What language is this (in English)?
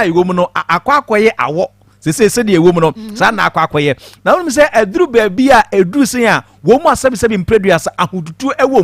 Akan